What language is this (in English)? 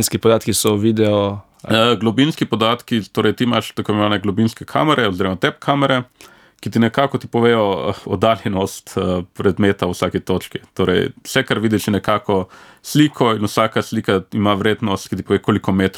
Slovenian